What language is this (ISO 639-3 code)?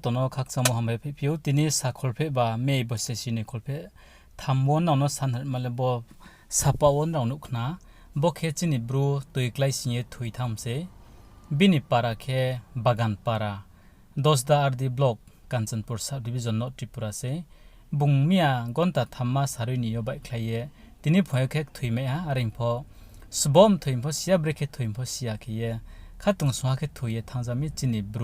ria